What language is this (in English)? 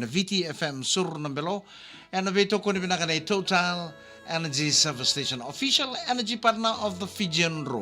Fijian